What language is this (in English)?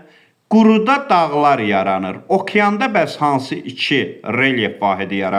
Azerbaijani